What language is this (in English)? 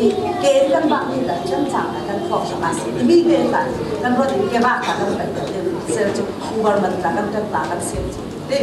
Falam Chin